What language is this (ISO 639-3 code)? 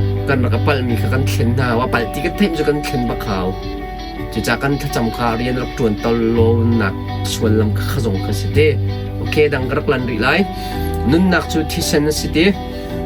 cnh